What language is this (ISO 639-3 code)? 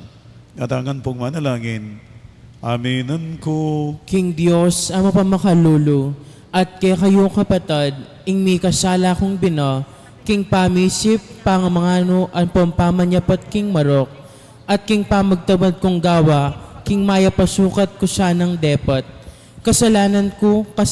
pam